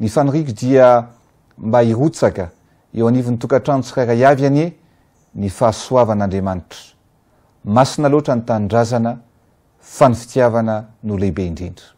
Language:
Malagasy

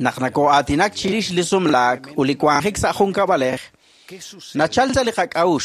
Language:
Kekchí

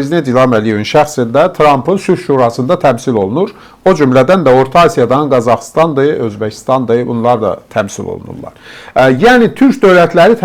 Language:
Azerbaijani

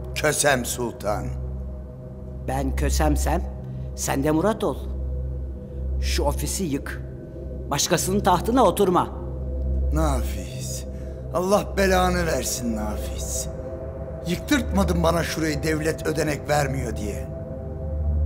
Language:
Turkish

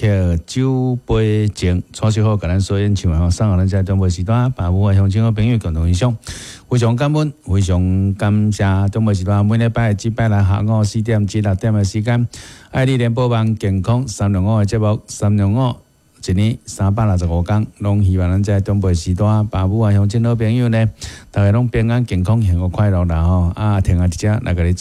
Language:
Min Nan Chinese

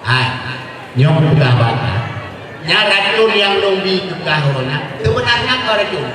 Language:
Achinese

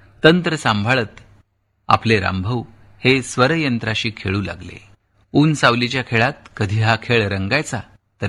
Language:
Marathi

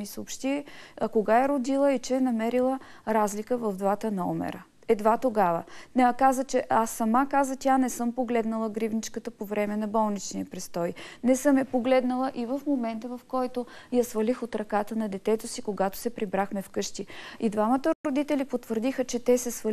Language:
Bulgarian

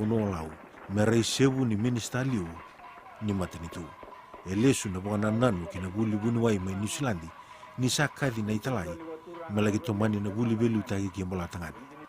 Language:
Fijian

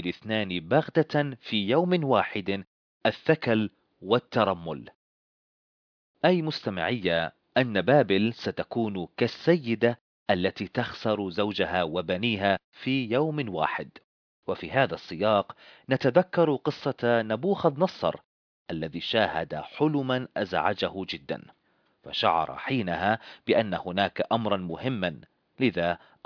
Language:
Arabic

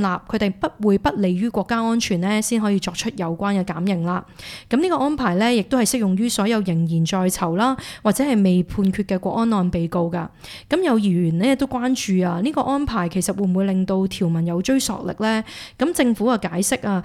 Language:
Cantonese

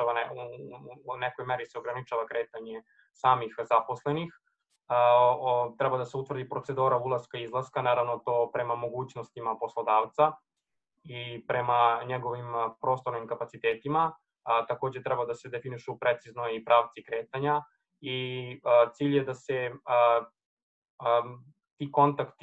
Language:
Serbian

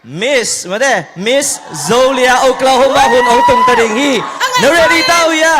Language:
Tedim Chin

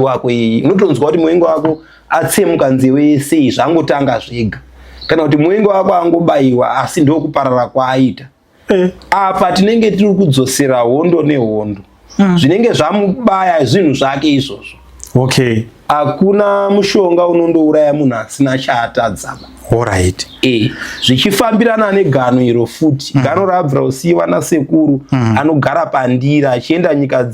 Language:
Shona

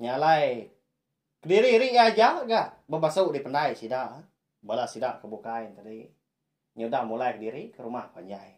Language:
Iban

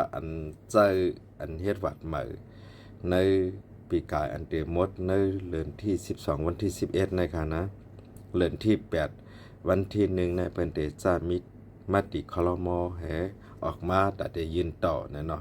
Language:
Shan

